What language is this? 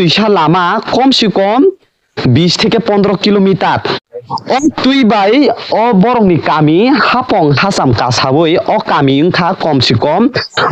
Kok Borok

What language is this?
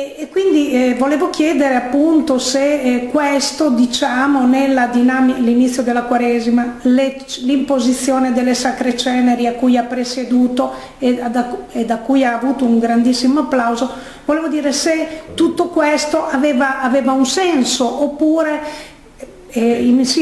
Italian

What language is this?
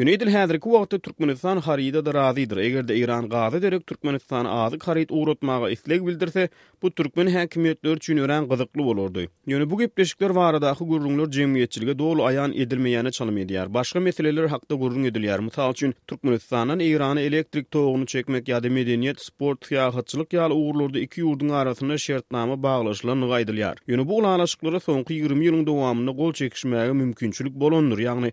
Turkmen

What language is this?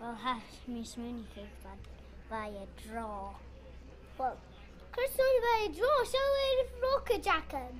Scottish Gaelic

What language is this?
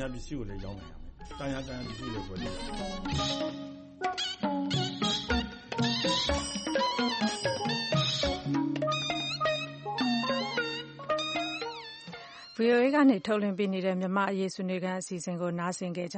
Burmese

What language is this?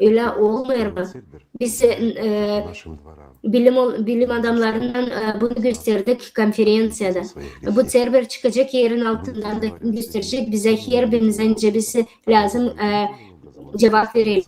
Gagauz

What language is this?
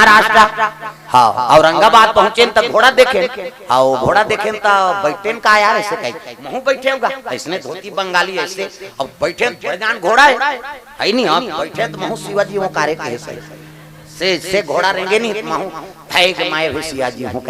Chhattisgarhi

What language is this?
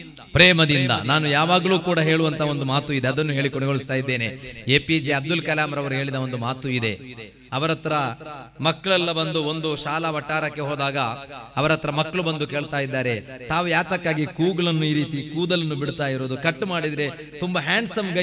Kannada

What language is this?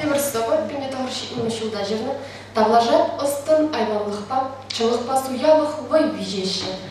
Chuvash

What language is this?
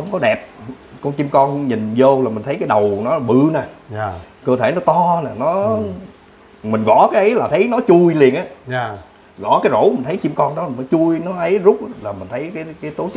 Vietnamese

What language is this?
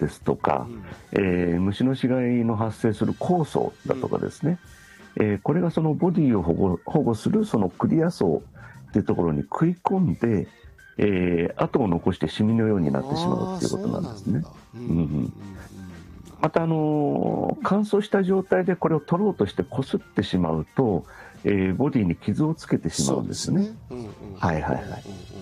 Japanese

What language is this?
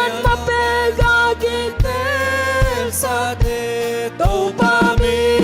Tedim Chin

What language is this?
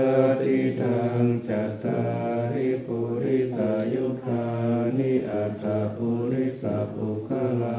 Pali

